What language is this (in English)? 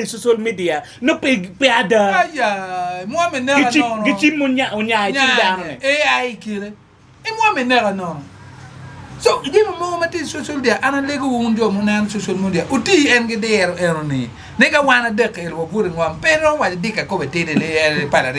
Acoli